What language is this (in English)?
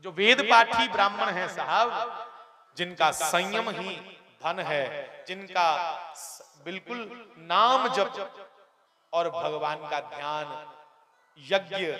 Dogri